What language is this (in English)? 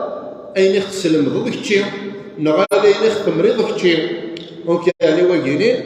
Kabyle